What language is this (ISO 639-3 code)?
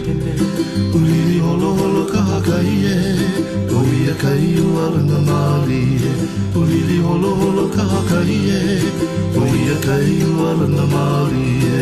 haw